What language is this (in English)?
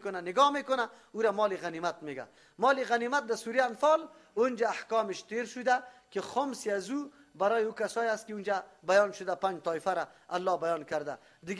Persian